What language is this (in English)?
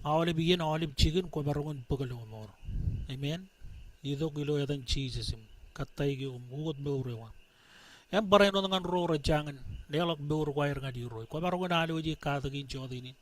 Marshallese